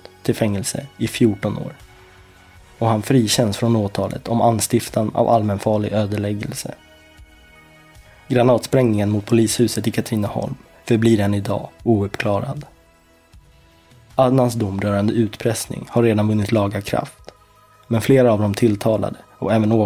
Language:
Swedish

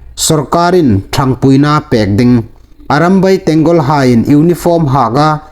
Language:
Hmar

